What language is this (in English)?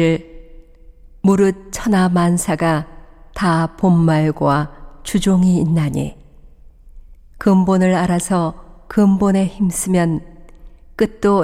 Korean